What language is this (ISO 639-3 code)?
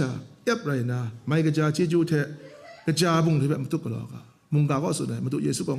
kac